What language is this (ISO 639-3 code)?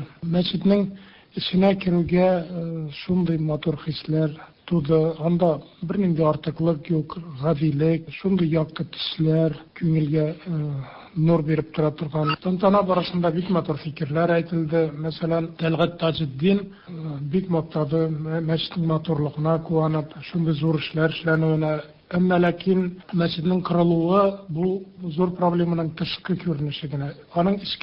tat